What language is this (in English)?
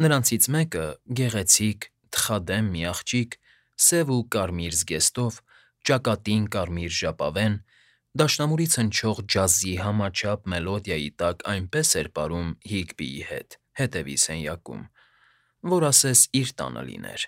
Armenian